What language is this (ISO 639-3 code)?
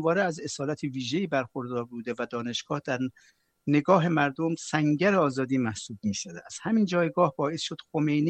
fas